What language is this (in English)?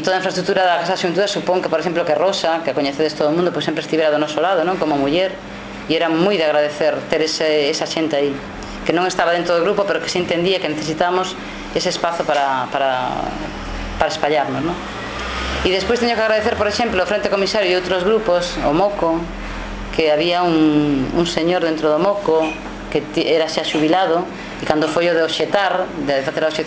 Galician